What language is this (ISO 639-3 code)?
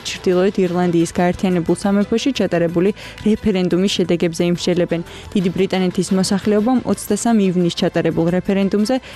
kat